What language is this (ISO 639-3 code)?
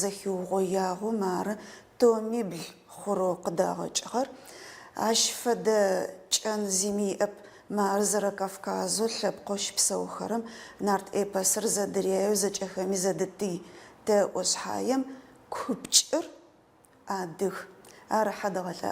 ady